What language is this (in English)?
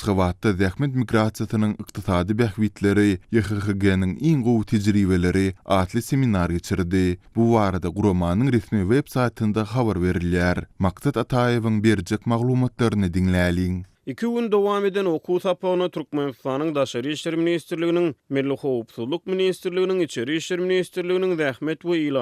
Turkmen